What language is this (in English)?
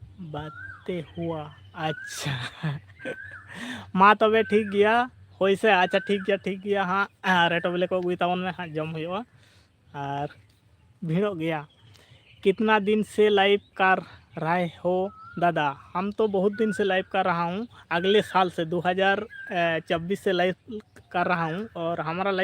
Santali